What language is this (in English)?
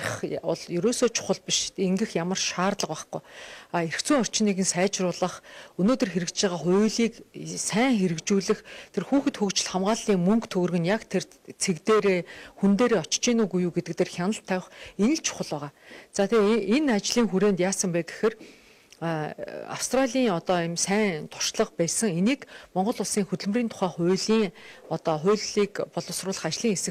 Mongolian